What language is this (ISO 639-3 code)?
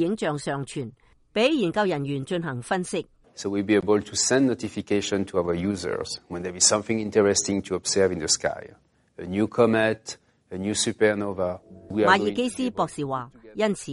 yue